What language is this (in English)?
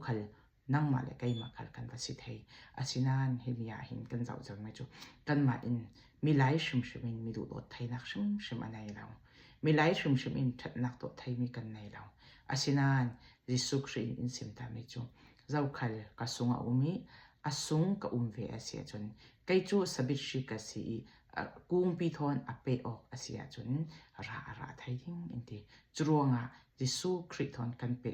Falam Chin